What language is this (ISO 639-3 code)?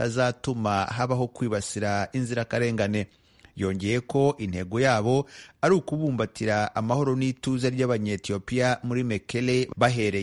kin